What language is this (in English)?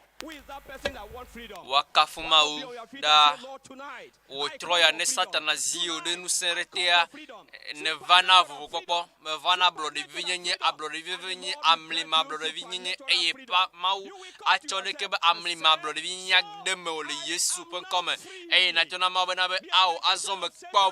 Ewe